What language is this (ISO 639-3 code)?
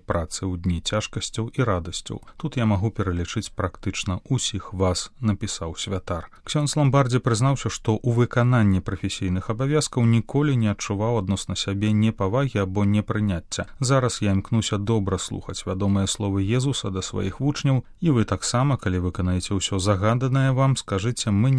bel